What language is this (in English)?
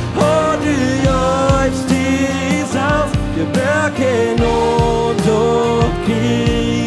Plautdietsch